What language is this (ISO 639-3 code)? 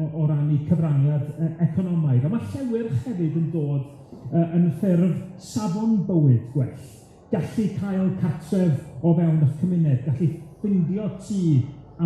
cym